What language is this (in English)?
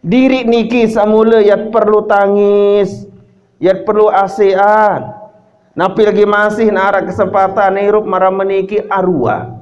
Sasak